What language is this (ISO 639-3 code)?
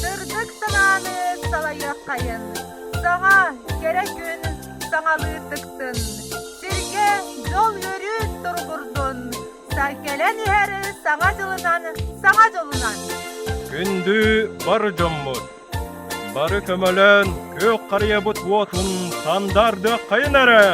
sah